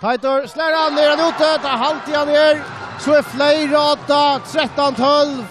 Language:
Faroese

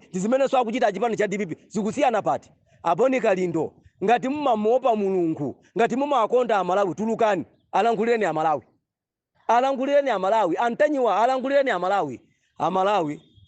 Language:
Nyanja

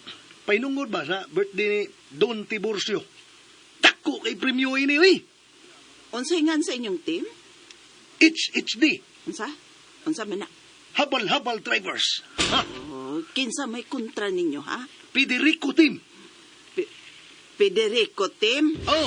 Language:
Cebuano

